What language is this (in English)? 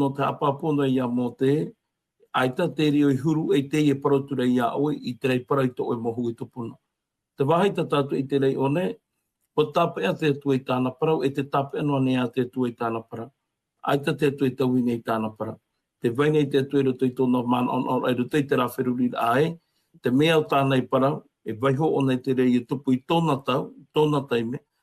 Tahitian